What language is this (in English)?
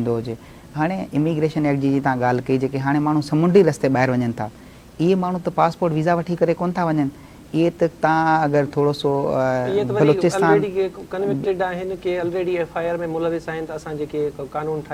Sindhi